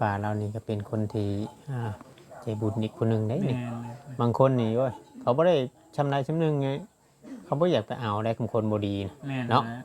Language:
Northeastern Thai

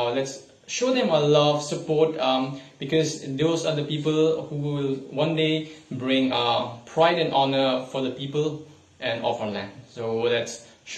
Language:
Karbi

